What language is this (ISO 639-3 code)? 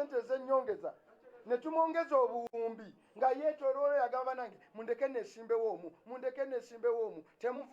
lug